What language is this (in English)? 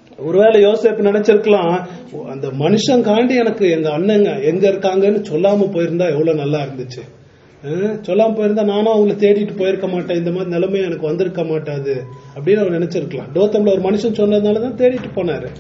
Tamil